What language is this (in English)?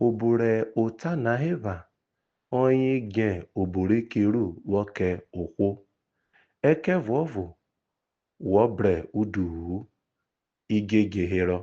Urhobo